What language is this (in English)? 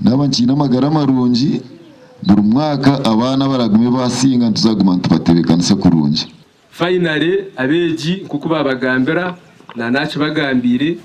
Nyankole